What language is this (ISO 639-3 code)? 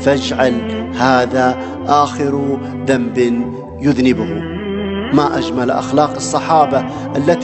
ara